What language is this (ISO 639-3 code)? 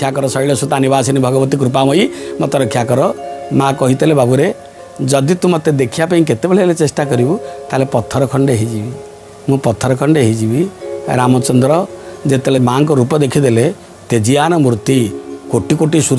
ori